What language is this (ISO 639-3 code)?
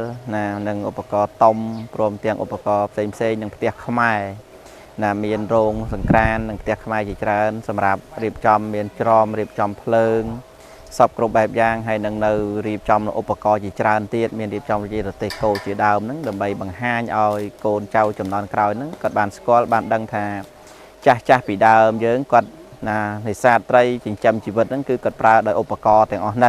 khm